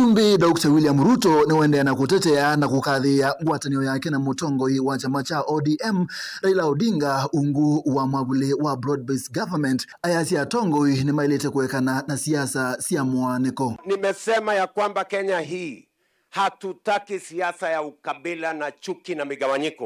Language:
Kamba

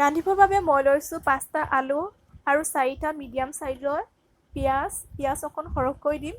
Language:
Assamese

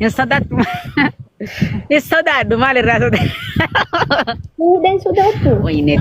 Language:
Oromo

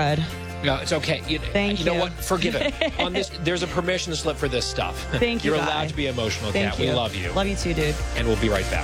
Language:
English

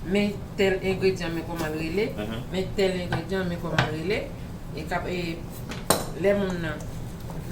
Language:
Haitian Creole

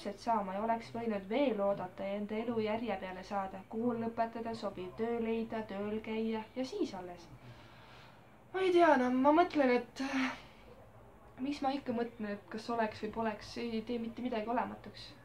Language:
Estonian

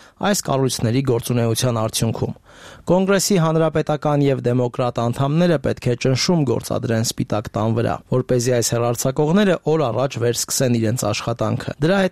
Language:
Armenian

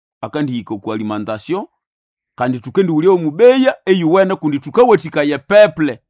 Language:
Nande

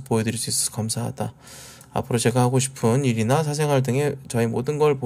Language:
Korean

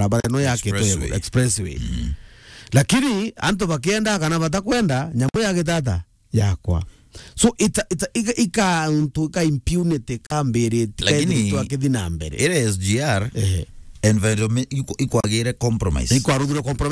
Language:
Meru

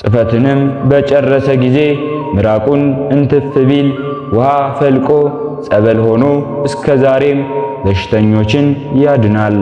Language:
Amharic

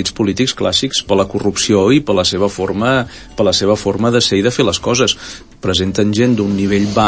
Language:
Catalan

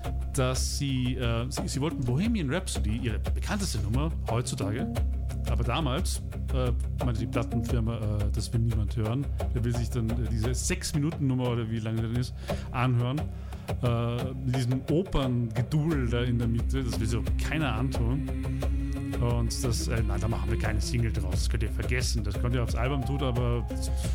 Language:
German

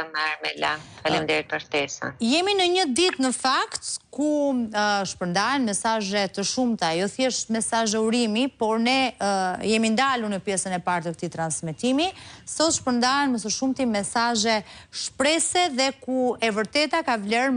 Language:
Albanian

